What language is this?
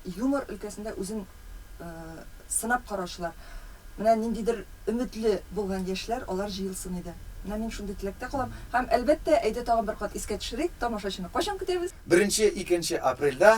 Tatar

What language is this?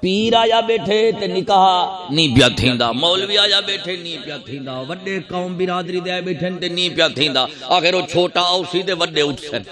Saraiki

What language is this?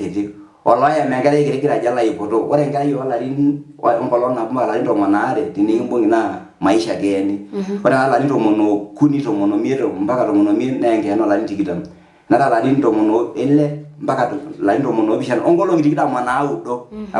Masai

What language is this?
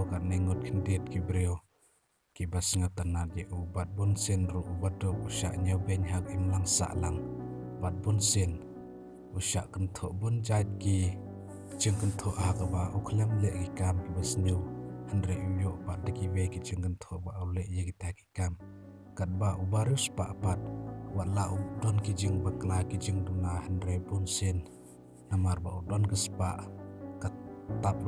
Khasi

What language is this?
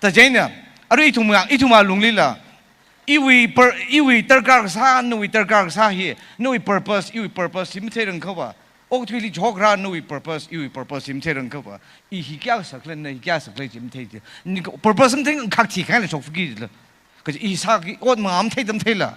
Tangkhul Naga (India)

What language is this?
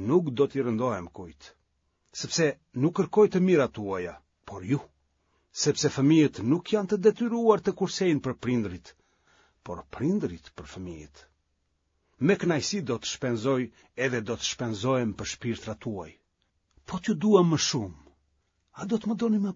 Albanian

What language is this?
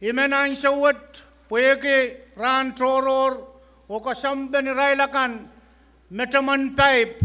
Pohnpeian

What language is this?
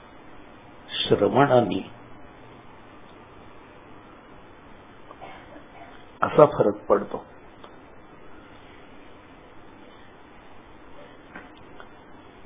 Marathi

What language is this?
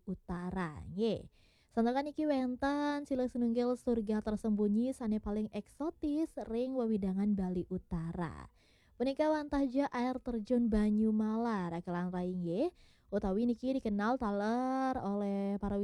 Balinese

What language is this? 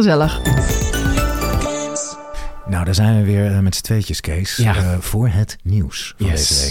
Dutch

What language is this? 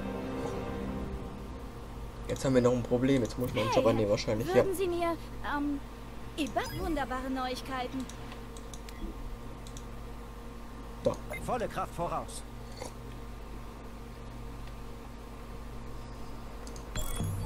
German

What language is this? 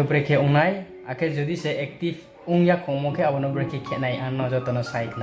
Riang (India)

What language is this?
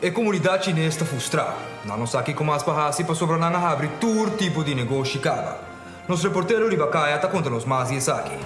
Papiamento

